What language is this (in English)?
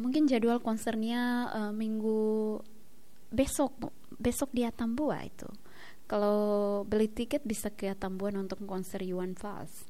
Tetum